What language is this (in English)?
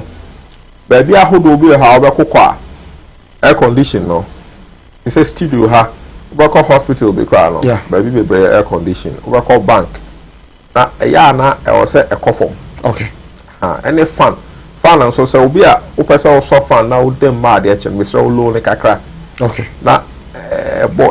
Akan